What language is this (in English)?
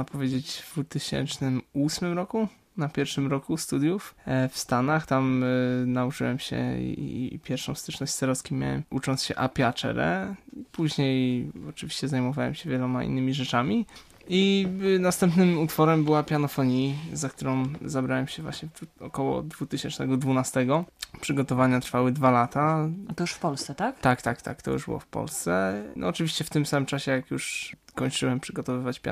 Polish